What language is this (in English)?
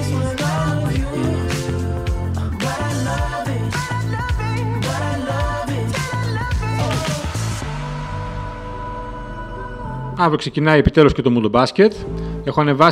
Greek